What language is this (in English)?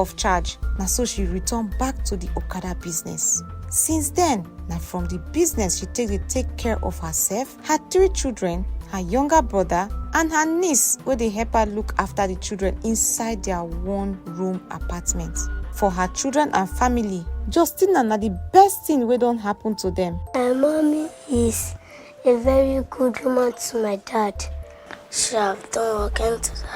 Nigerian Pidgin